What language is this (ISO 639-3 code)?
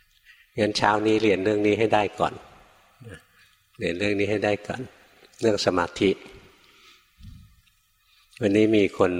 tha